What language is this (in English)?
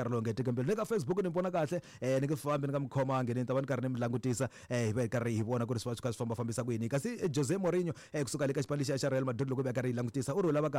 Tsonga